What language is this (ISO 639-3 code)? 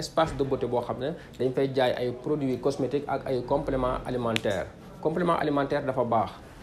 wol